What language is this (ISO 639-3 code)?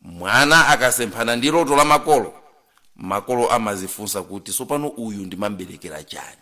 nya